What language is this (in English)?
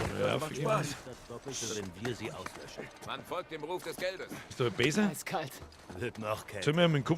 Bavarian